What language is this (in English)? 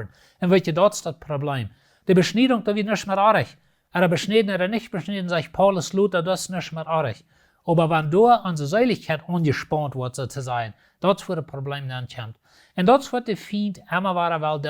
Plautdietsch